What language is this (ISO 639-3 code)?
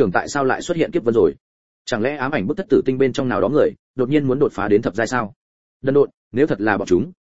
vie